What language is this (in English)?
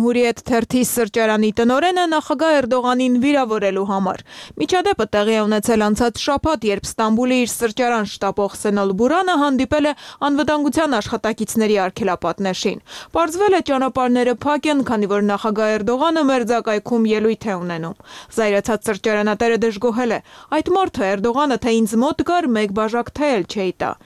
Armenian